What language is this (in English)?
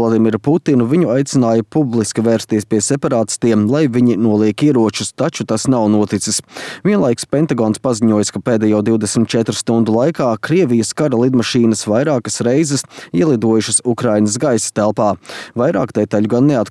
Latvian